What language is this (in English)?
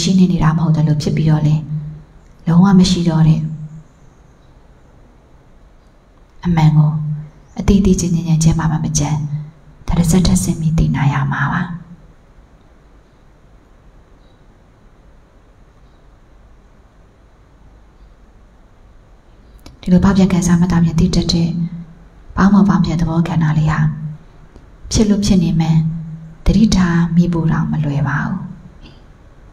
Burmese